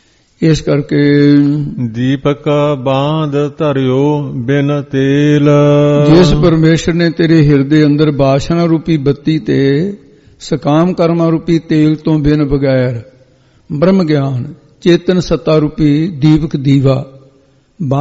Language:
Punjabi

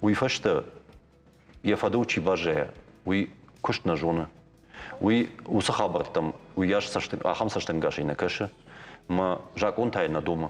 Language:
Ossetic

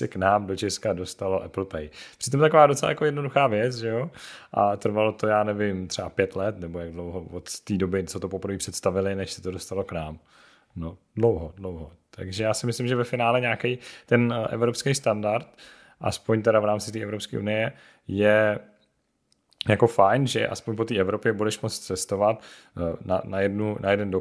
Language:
Czech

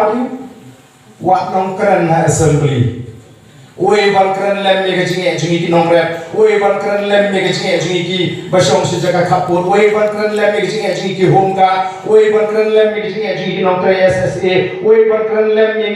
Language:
Khasi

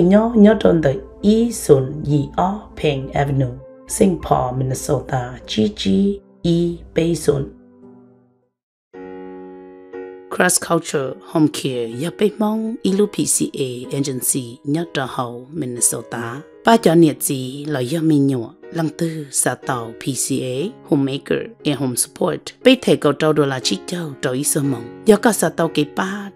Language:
Vietnamese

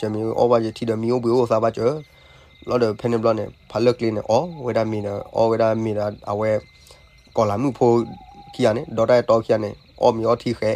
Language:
S'gaw Karen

